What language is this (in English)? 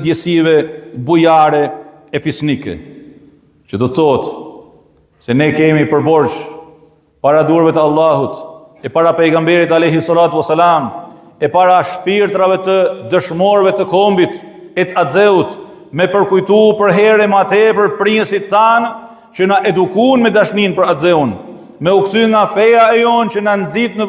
Albanian